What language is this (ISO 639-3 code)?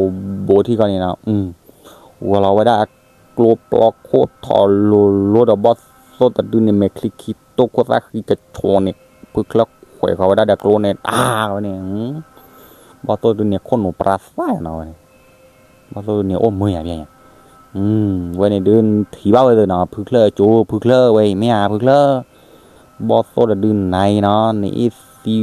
ksw